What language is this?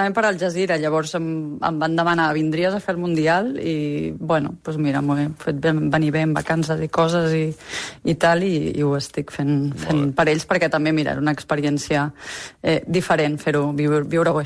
Catalan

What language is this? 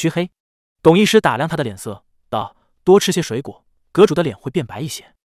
Chinese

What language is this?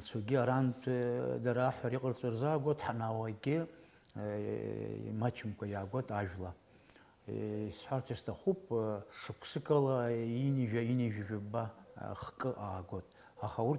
Abkhazian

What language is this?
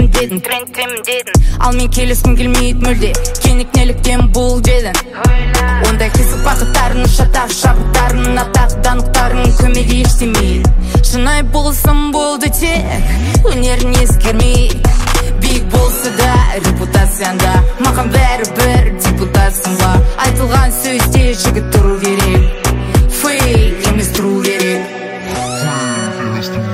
Kazakh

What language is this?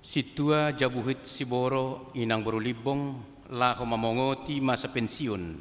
Batak Toba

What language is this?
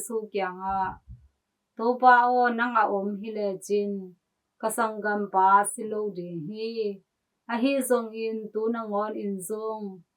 Tedim Chin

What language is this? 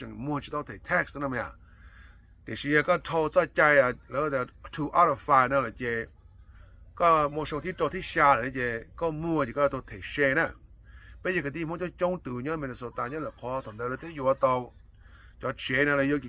Hmong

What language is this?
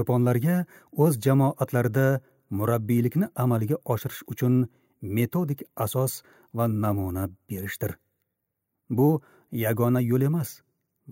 Uzbek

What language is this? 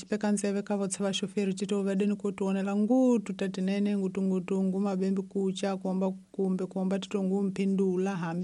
Tsonga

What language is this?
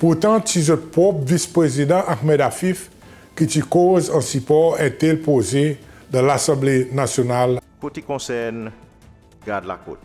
Seselwa Creole French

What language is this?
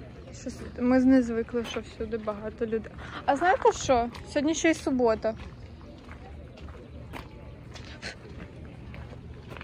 Ukrainian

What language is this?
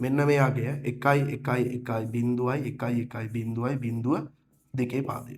Sinhala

